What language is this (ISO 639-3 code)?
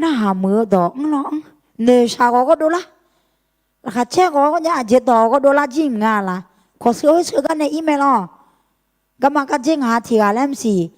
ahk